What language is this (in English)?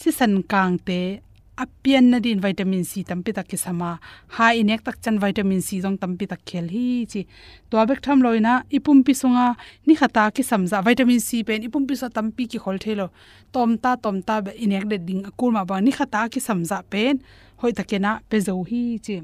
Tedim Chin